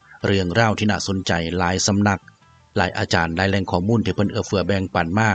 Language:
Northeastern Thai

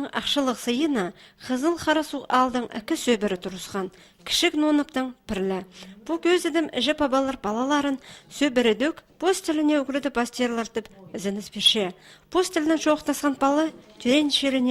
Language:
Khakas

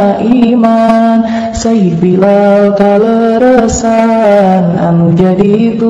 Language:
Sundanese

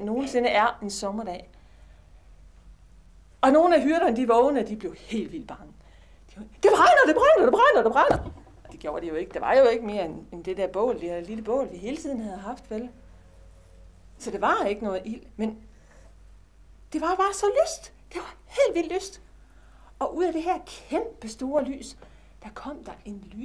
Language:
Danish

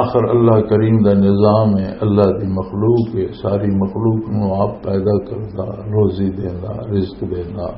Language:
Western Panjabi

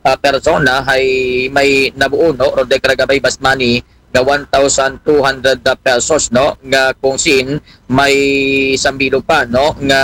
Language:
Aklanon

